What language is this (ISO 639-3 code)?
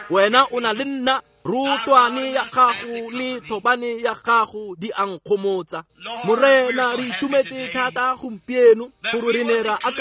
tsn